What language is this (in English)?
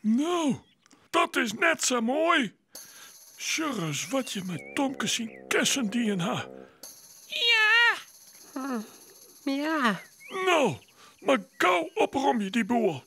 Western Frisian